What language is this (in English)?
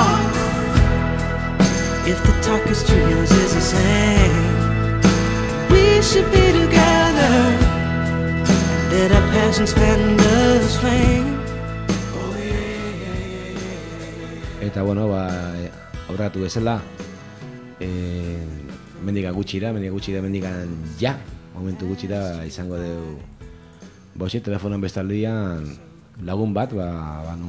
Basque